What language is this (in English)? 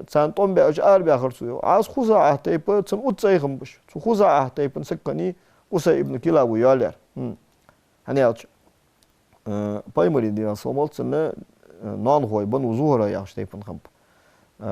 Ingush